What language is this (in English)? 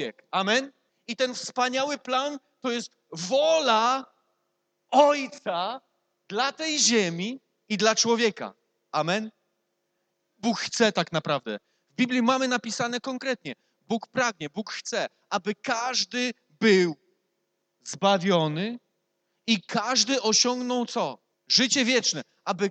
Polish